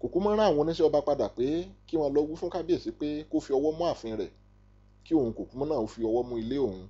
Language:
Yoruba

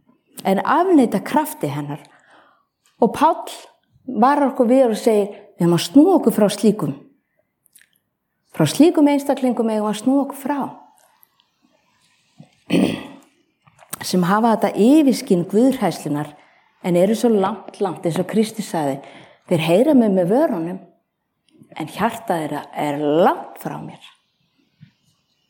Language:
Icelandic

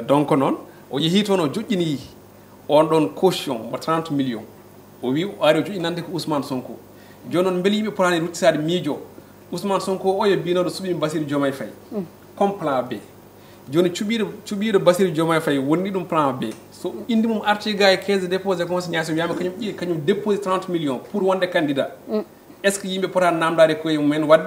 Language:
Fula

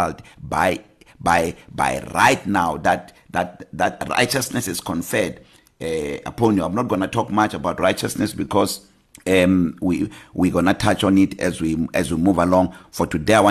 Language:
English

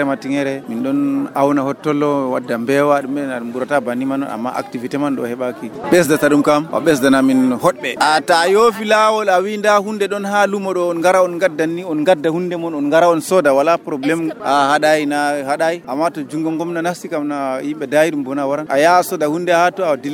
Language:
Nigerian Fulfulde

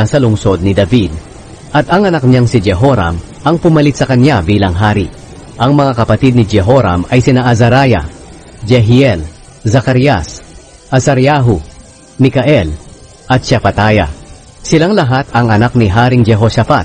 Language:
Filipino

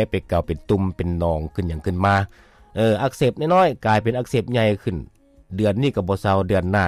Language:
Lao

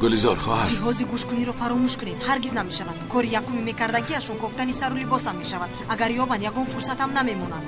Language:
Tajik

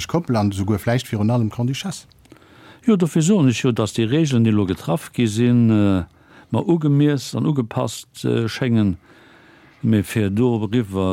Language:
Luxembourgish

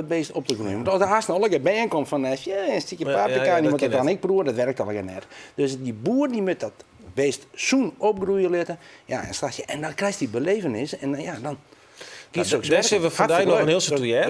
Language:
Western Frisian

